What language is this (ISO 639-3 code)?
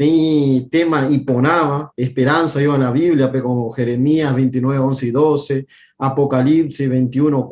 grn